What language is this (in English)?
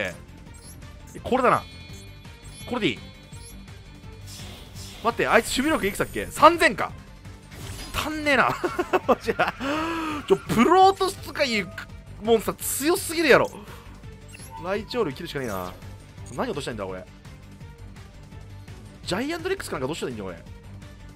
Japanese